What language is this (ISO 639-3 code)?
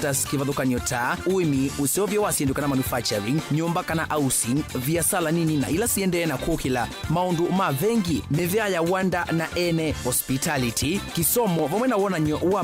kam